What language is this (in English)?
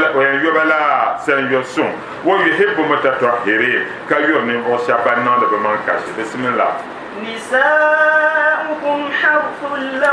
Dagbani